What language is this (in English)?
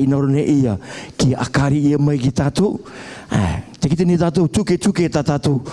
Rarotongan